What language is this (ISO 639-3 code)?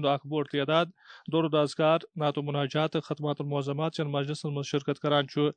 kas